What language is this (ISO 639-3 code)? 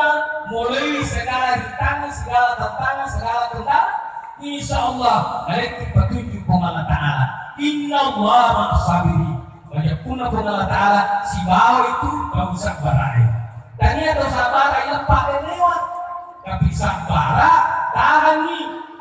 bug